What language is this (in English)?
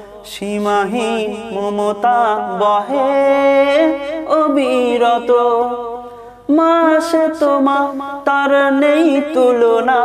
Bangla